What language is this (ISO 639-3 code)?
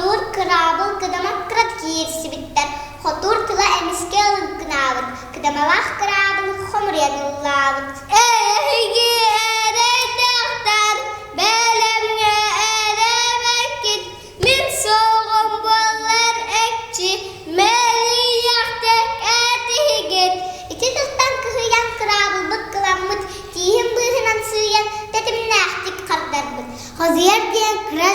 sah